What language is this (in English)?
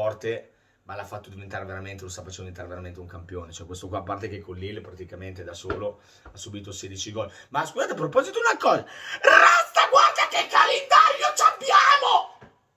Italian